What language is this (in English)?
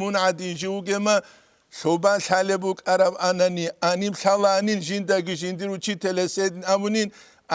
Avaric